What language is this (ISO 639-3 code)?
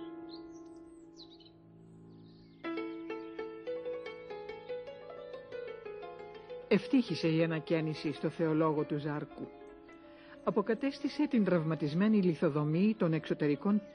ell